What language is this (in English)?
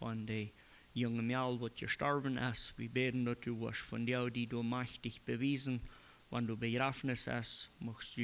Plautdietsch